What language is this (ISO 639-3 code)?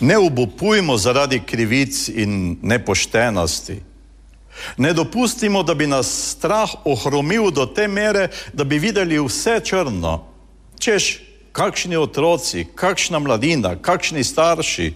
slv